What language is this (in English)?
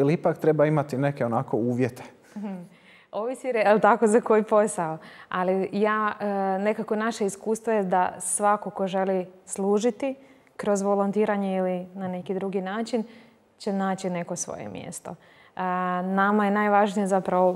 Croatian